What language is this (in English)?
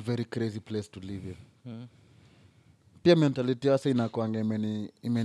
Swahili